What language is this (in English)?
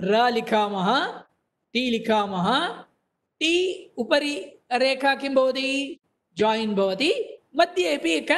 Sanskrit